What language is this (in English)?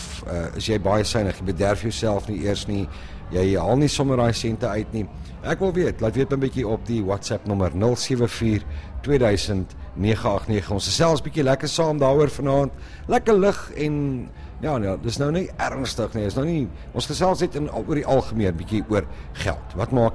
Afrikaans